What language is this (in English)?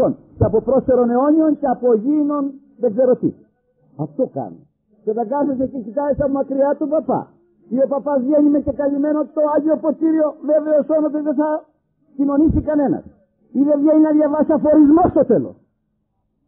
Greek